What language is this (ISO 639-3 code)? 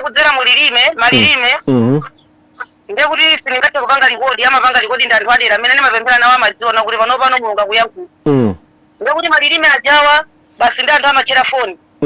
nya